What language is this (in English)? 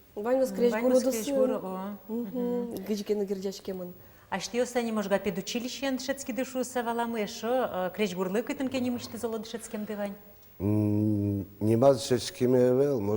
Udmurt